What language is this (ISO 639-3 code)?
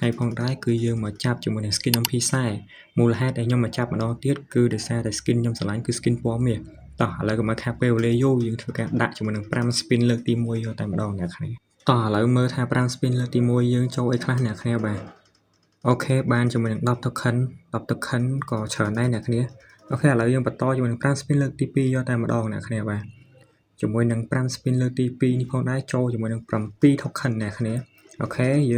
khm